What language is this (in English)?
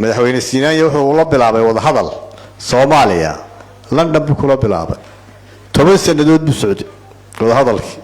Somali